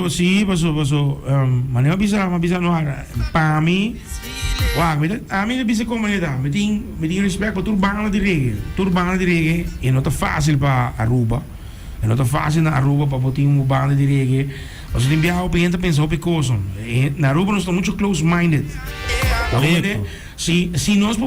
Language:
Papiamento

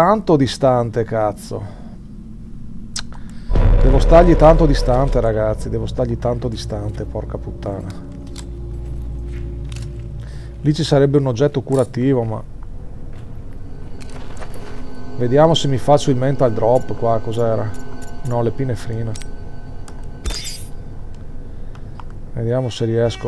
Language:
Italian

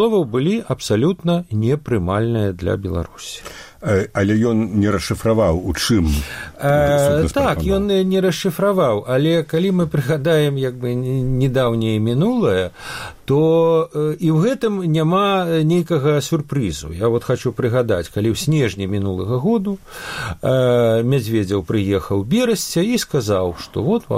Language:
Belarusian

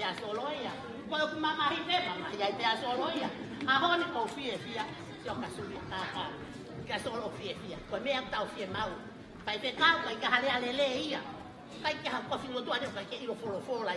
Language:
Tongan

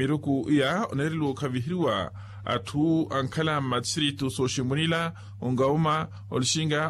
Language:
Makhuwa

